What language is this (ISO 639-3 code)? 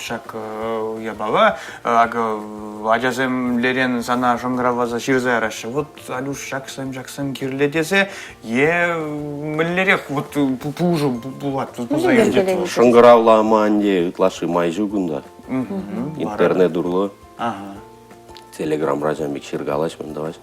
chv